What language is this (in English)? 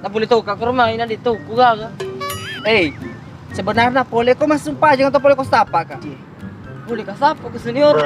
Buginese